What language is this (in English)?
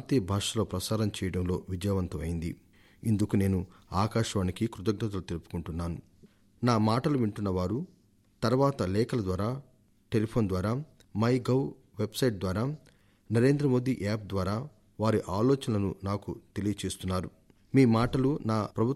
Telugu